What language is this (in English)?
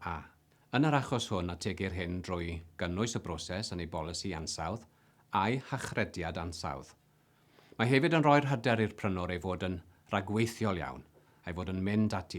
Welsh